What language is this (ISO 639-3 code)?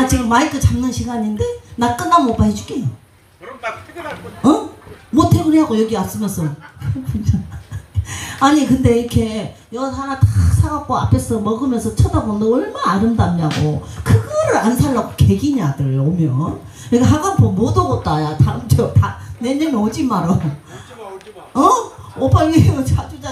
kor